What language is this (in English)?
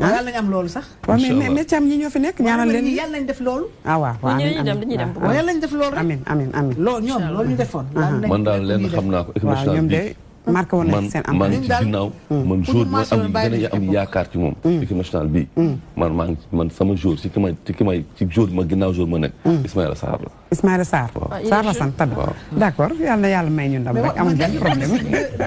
Wolof